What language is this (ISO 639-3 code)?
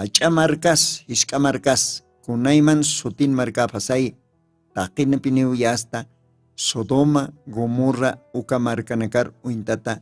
aym